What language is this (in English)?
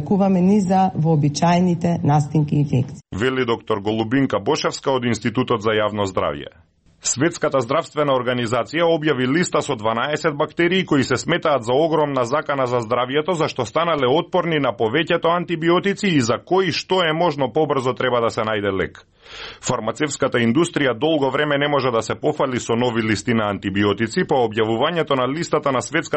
Macedonian